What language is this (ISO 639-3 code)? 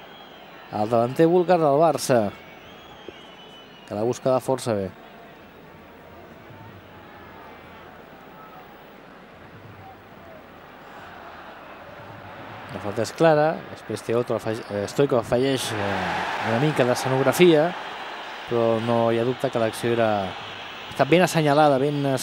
cat